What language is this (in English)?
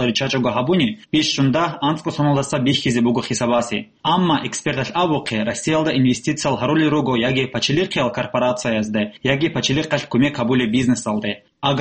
Avaric